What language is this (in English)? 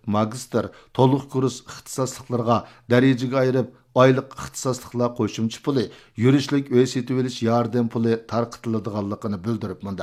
Uyghur